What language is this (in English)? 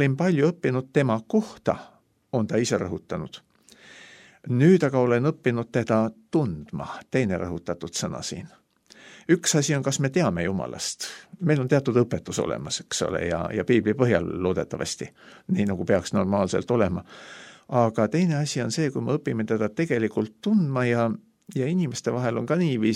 Estonian